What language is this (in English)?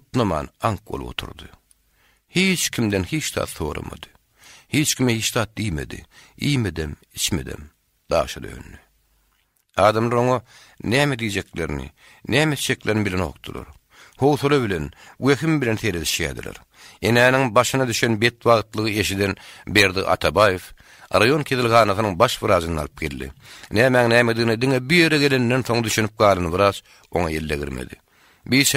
Turkmen